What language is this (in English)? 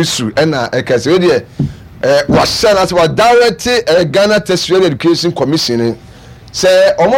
Akan